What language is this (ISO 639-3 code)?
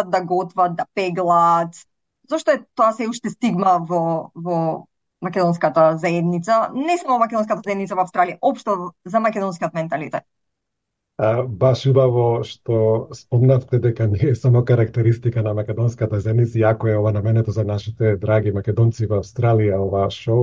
mkd